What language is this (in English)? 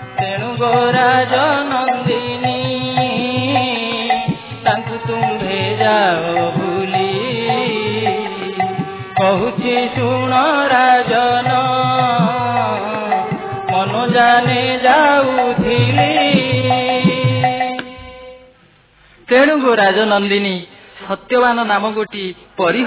Odia